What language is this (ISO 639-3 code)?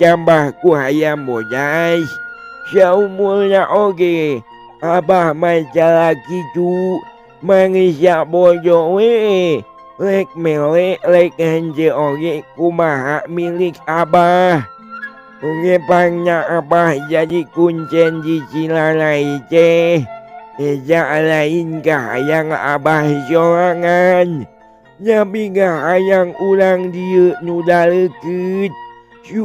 sun